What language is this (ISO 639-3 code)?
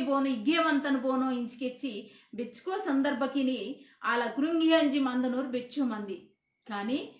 kff